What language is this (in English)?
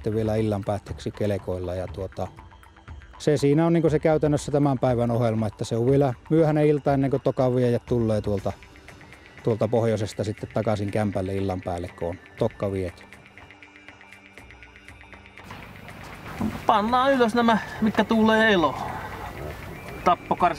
Finnish